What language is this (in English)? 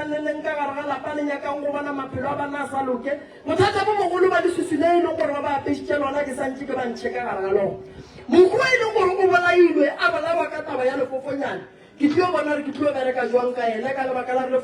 Northern Sotho